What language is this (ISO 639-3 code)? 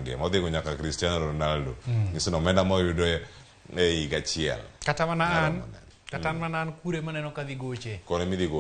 luo